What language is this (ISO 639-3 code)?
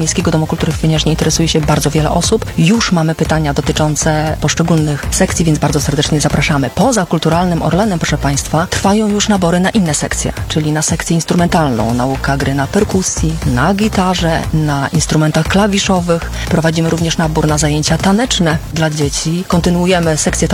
pol